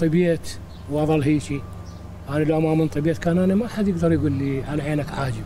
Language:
Mesopotamian Arabic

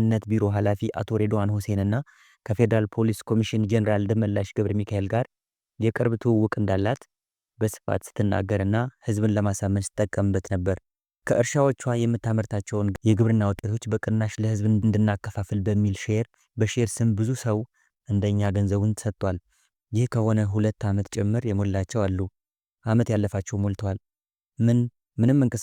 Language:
Amharic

